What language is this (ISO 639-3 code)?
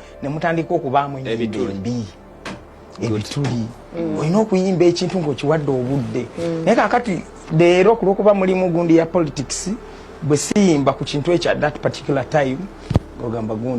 lug